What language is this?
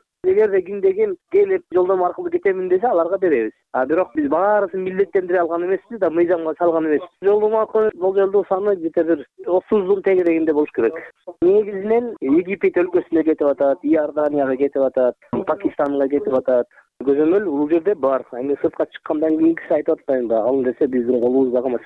Kyrgyz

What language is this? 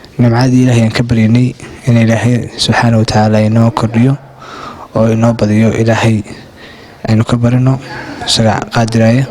Somali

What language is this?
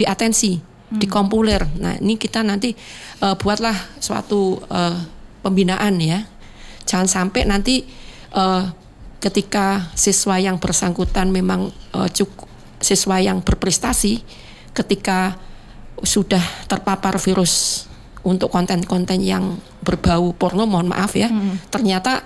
Indonesian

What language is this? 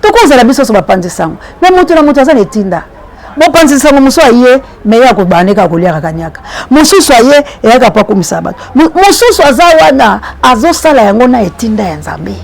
Lingala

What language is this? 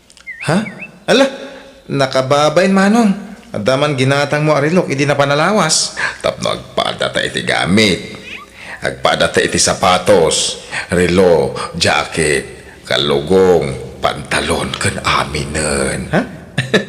Iloko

